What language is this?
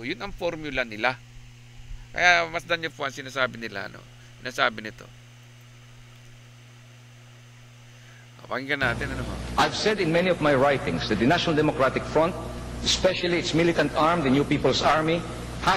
Filipino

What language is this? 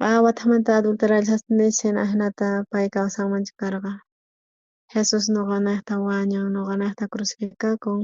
South Bolivian Quechua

